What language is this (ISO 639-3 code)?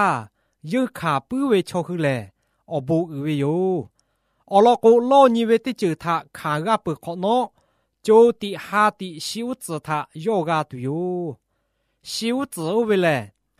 lhu